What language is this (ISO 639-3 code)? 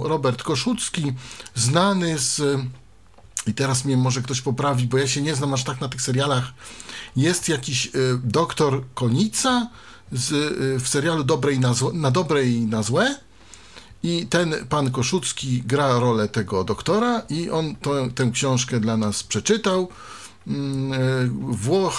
pol